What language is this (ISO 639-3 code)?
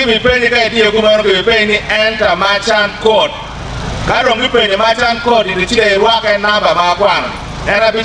ach